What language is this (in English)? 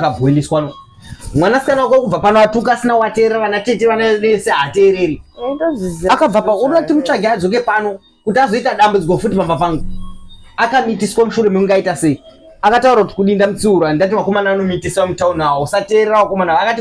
Shona